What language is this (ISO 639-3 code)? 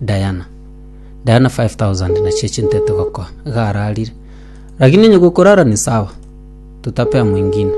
guz